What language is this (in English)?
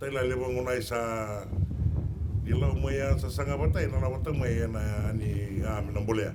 Fijian